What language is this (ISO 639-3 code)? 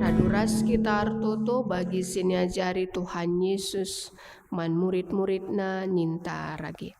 btx